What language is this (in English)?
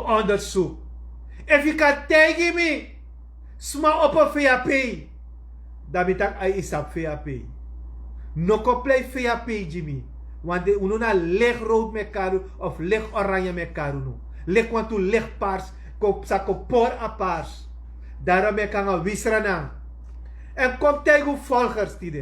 Sranan Tongo